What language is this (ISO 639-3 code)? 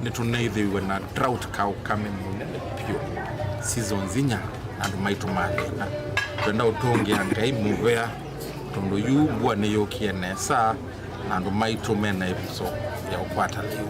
kam